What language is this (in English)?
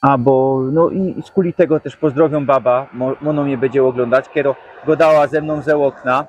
Silesian